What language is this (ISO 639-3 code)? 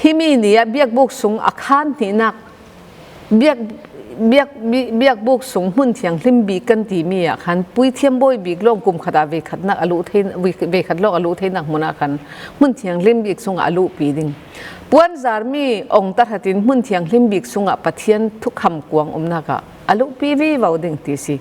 cfm